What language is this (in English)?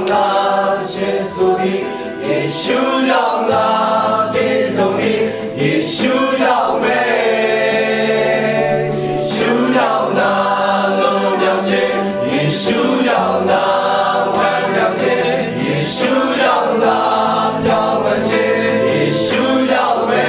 Burmese